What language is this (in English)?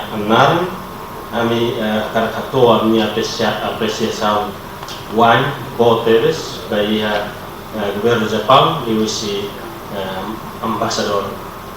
Tetum